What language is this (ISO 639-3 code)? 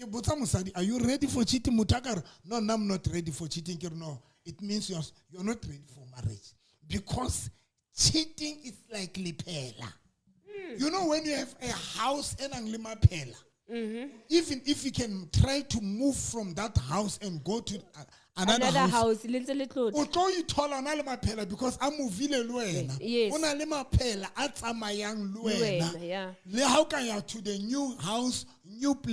sot